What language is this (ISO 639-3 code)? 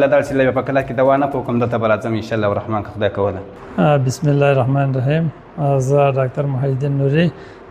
pus